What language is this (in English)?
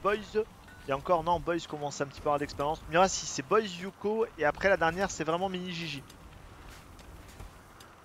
French